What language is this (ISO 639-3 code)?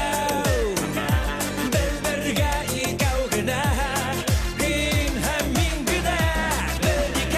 bak